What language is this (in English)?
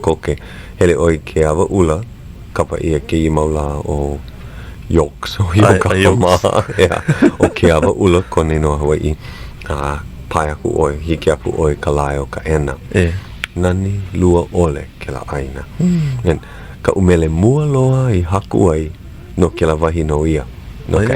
Hawaiian